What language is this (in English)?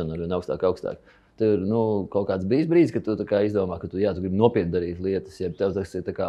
Latvian